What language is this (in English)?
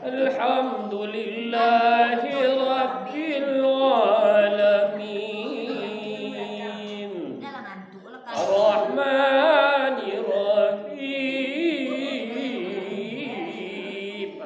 Minangkabau